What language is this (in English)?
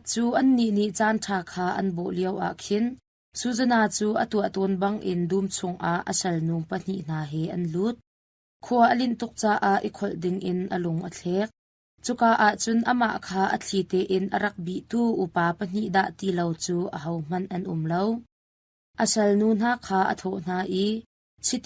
Hakha Chin